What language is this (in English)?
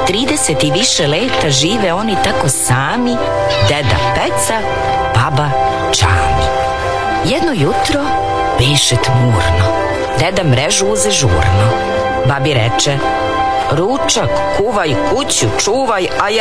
Serbian